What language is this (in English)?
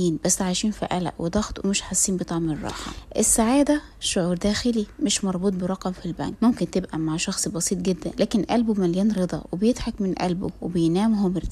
Egyptian Arabic